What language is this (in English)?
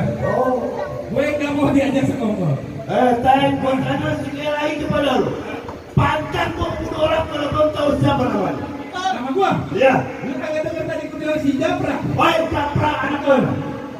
Betawi